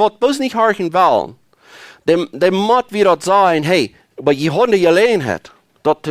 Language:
Plautdietsch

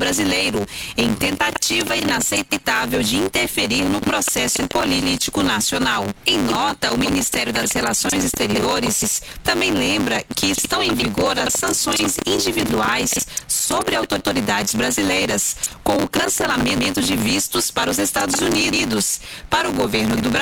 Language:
Portuguese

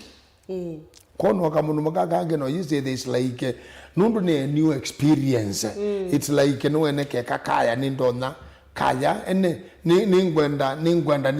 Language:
Kamba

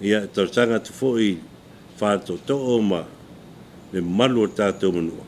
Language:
Samoan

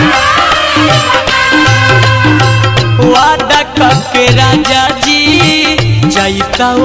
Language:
Bhojpuri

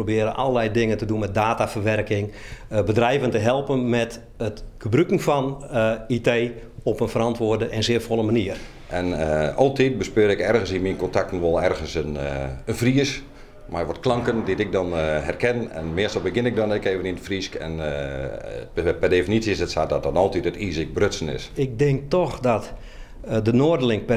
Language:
Western Frisian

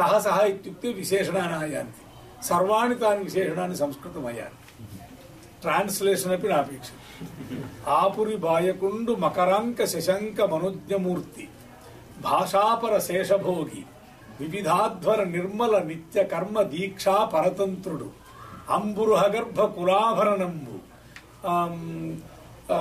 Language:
Sanskrit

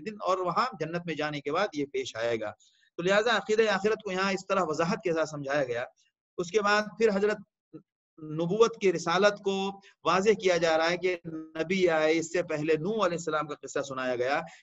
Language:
Urdu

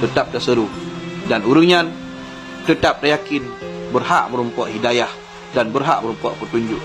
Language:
Achinese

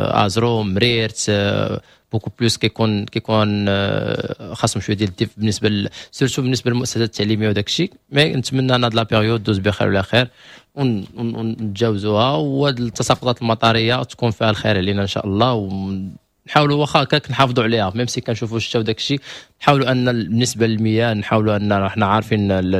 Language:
Moroccan Arabic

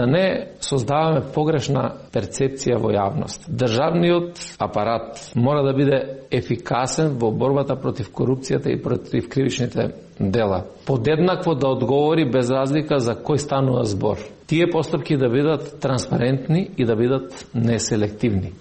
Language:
Macedonian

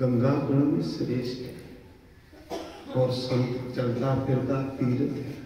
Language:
Dogri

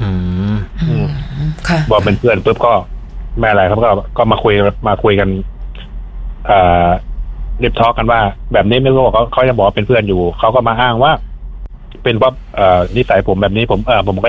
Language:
Thai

